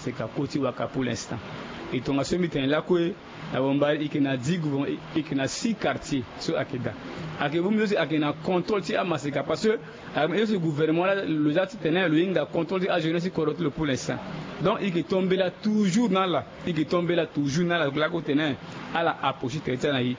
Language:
Sango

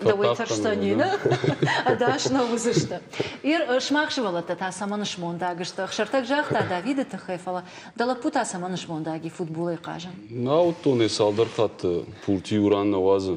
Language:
Ossetic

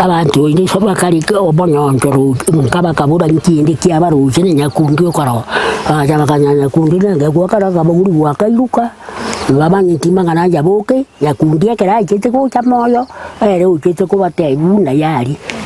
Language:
Gusii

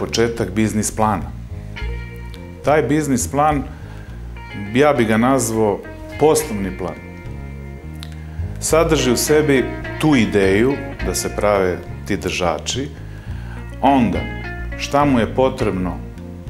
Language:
Serbian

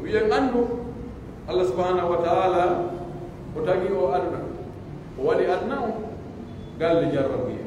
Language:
Pular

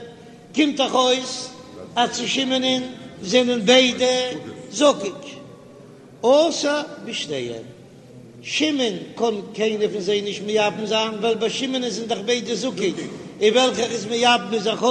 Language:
Yiddish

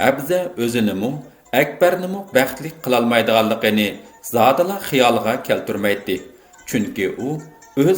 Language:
Uyghur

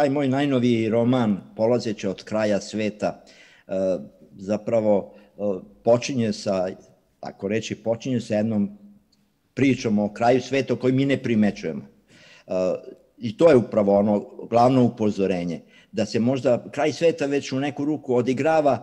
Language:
Serbian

